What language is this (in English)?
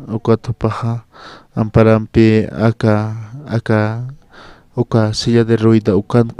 Aymara